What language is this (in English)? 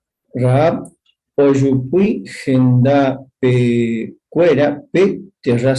Guarani